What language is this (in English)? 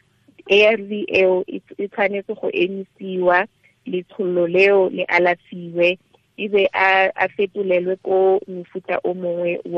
Tswana